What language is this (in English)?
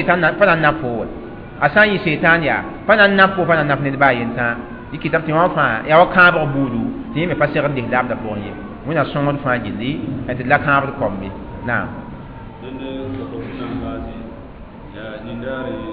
Mossi